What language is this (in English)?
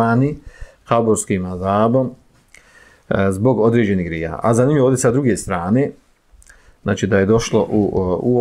Bosnian